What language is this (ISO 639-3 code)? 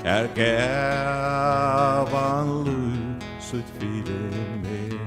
fao